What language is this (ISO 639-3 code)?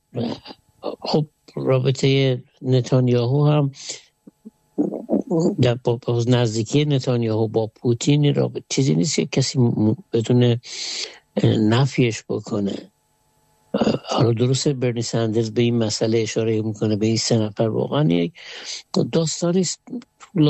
fas